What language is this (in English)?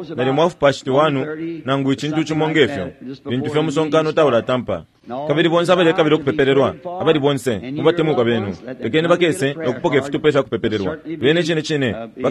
Bemba